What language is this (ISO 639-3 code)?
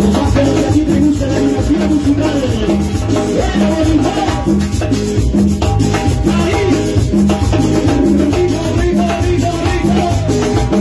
spa